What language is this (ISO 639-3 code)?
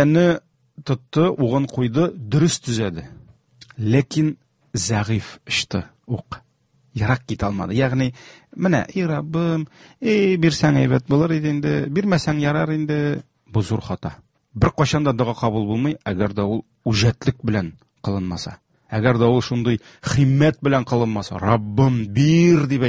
tat